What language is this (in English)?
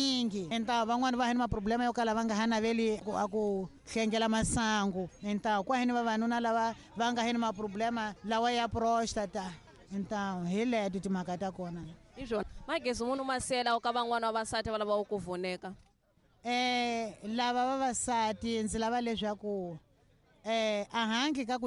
Tsonga